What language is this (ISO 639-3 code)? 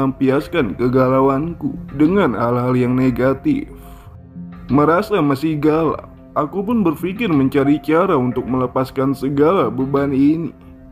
ind